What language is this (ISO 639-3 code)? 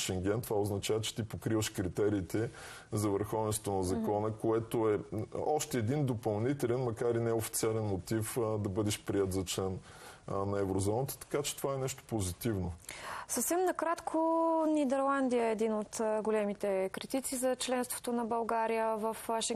bul